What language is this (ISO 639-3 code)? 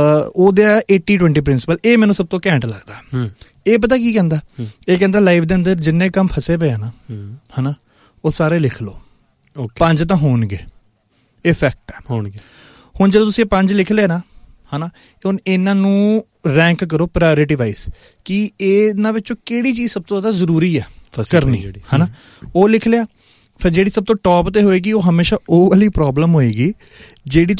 pan